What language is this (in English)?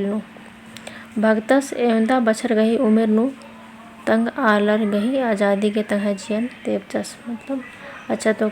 Kurukh